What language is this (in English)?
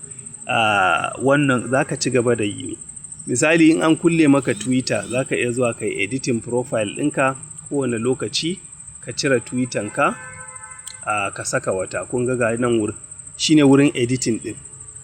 Hausa